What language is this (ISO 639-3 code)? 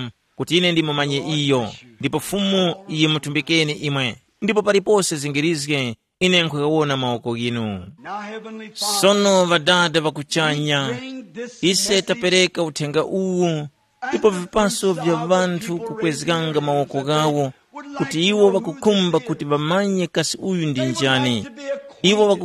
tum